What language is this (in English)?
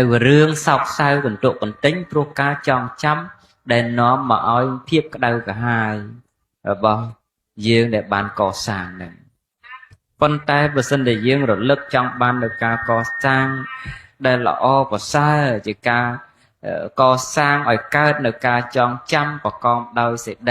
Khmer